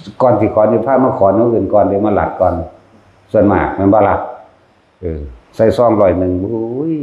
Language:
Northeastern Thai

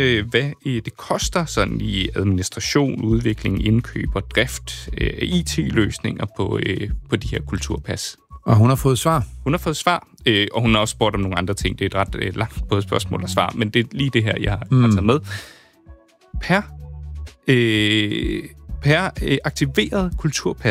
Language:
Danish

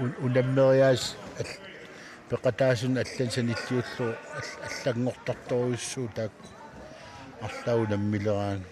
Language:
Kalaallisut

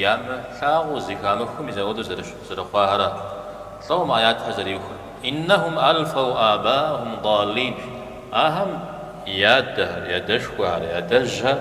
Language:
Kabardian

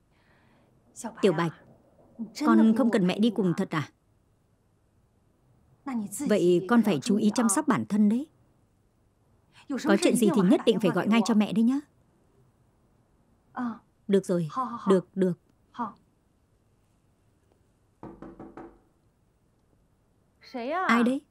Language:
Vietnamese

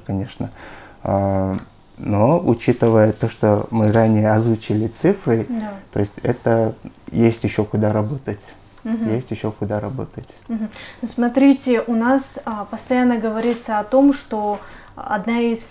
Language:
Russian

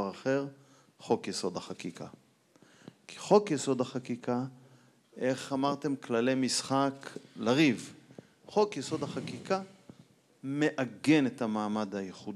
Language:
Hebrew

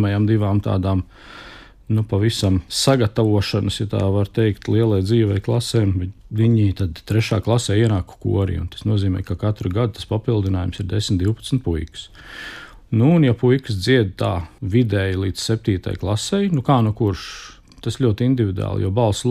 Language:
Latvian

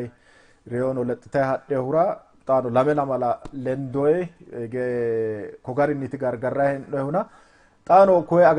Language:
Sidamo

